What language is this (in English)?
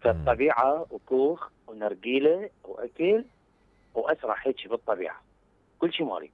Mesopotamian Arabic